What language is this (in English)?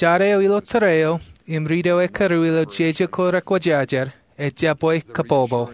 Marshallese